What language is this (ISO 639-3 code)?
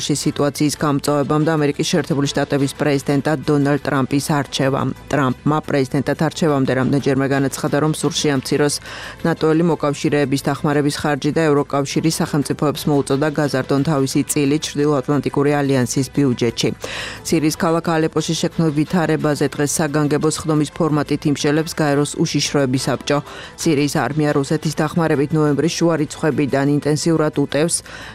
kat